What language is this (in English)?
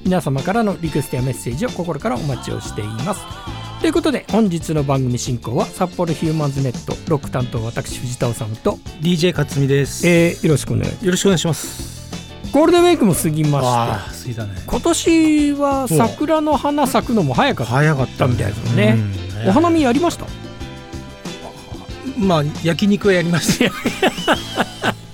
Japanese